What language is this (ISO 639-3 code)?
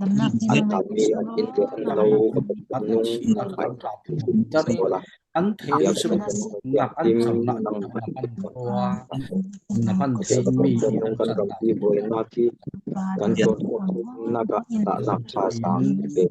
cfm